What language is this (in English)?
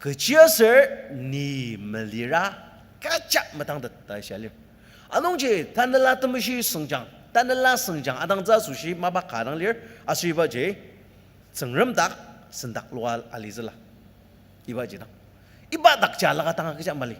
Ao Naga